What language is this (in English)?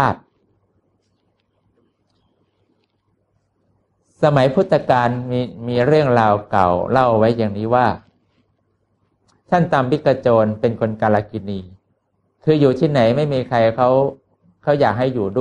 Thai